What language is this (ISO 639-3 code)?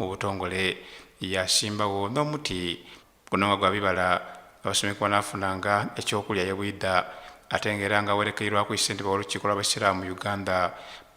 xog